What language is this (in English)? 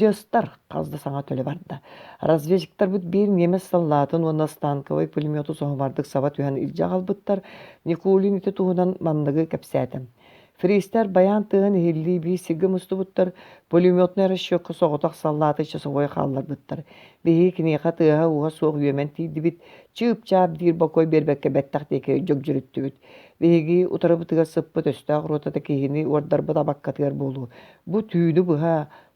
Yakut